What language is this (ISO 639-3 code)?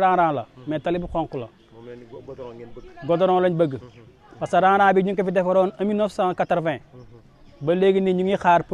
wol